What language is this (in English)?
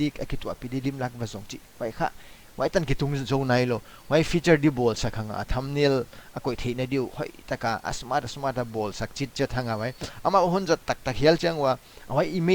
Paite Chin